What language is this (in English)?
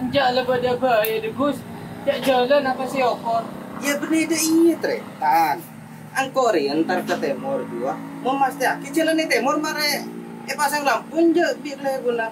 Madurese